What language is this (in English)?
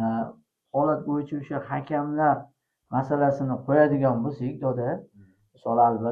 Uzbek